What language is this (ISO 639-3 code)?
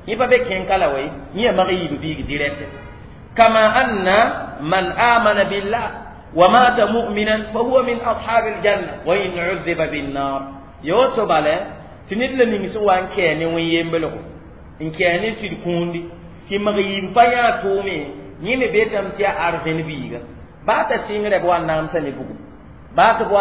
mos